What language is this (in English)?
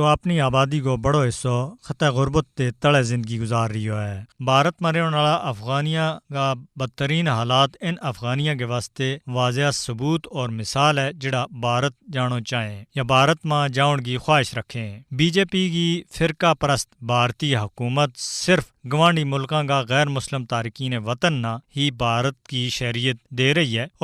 Gujari